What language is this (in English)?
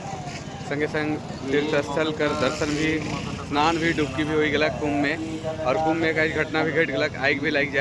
Sadri